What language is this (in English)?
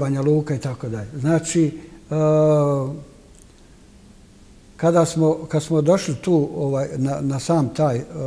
Bosnian